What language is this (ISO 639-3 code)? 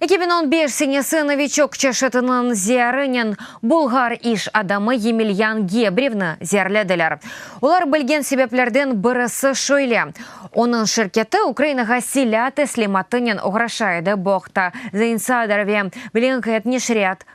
crh